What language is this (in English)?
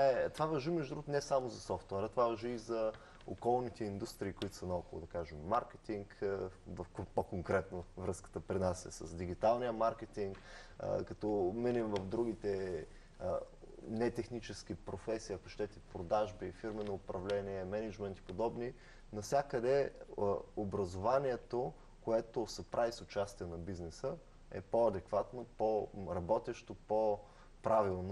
Bulgarian